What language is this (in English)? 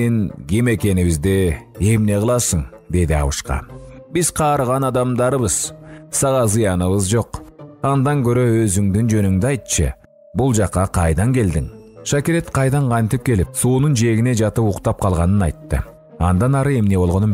Kyrgyz